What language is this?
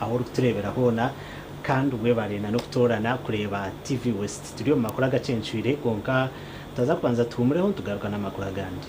Nyankole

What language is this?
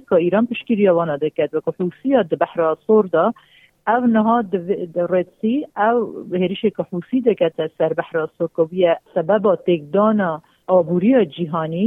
Kurdish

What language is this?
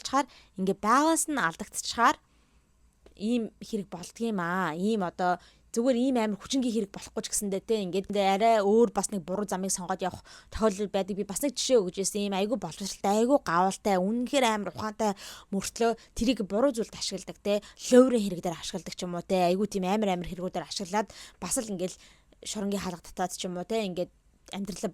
Mongolian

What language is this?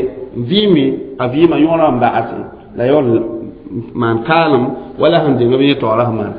Mossi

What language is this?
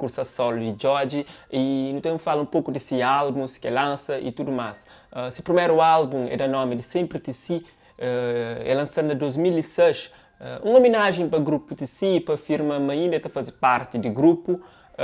Kabuverdianu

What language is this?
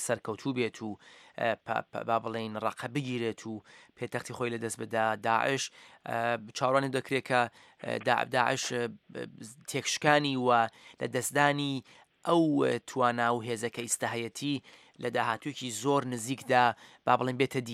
Central Kurdish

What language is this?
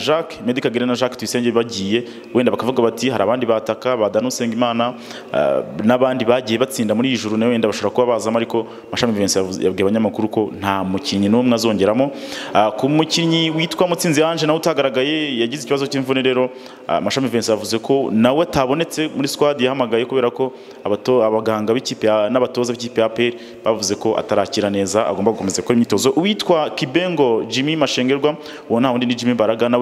Kinyarwanda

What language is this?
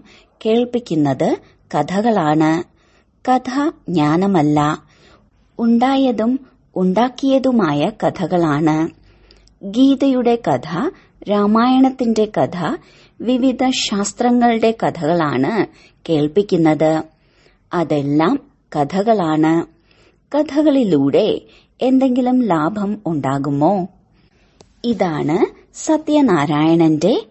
Malayalam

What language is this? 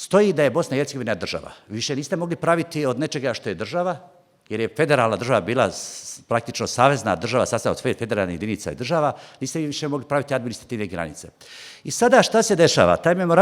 Bosnian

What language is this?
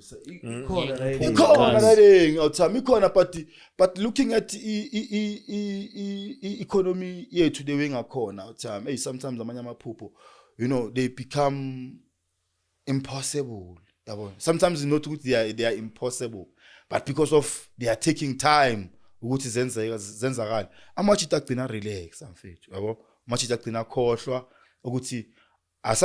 Zulu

